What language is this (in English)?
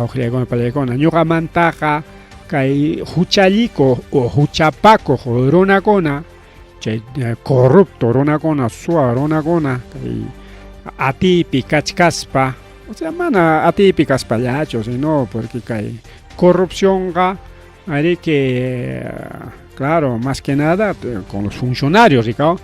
Ayacucho Quechua